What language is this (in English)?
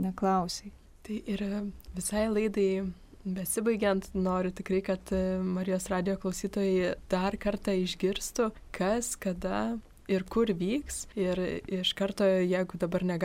Lithuanian